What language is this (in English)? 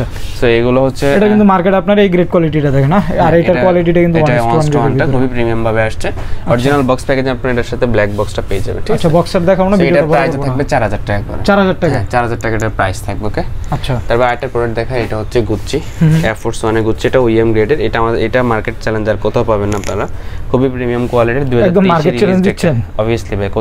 Bangla